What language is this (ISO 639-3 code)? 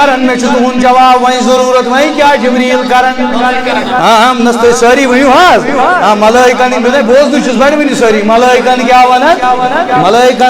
kas